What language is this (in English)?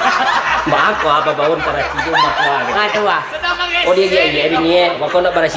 Minangkabau